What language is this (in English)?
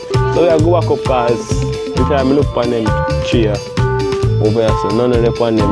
Jamaican Creole English